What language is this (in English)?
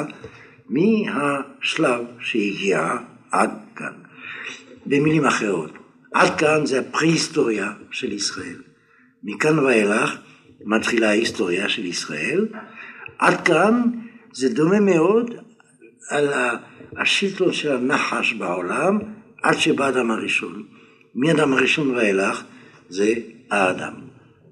Hebrew